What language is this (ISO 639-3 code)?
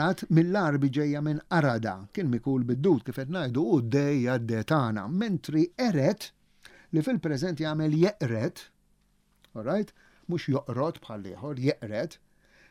mlt